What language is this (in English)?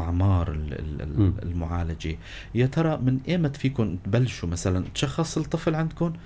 North Levantine Arabic